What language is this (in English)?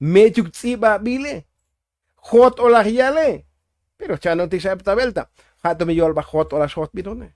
Tzotzil